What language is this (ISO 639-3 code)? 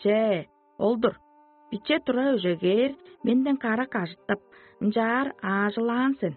tyv